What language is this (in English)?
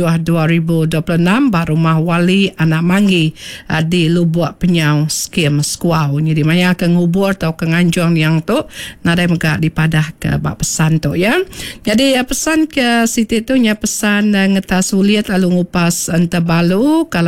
Iban